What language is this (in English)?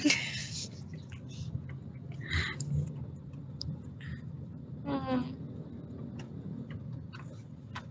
Indonesian